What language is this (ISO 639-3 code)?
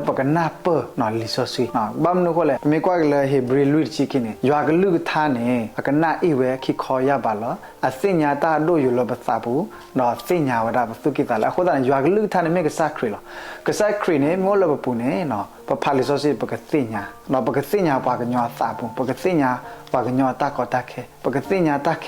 ksw